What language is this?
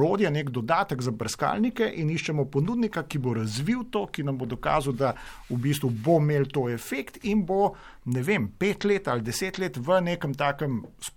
Slovenian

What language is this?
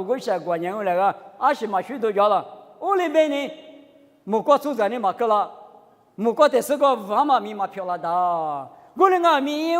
Lisu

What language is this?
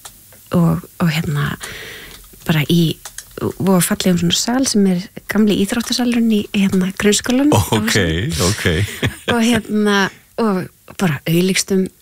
Icelandic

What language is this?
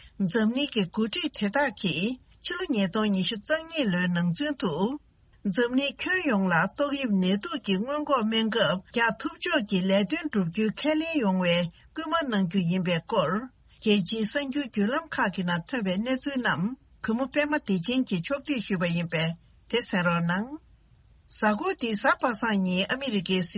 Tibetan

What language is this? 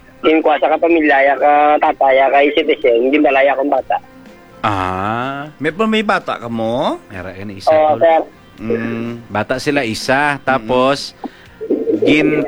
Hiligaynon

